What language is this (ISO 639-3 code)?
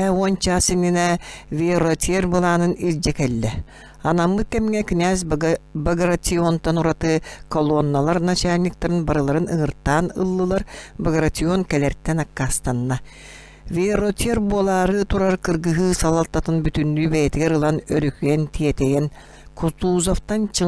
sah